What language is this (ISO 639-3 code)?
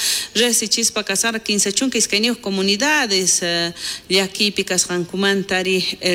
quh